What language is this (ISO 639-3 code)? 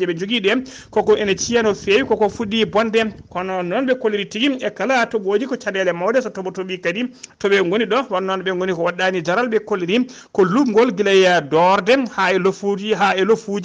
ful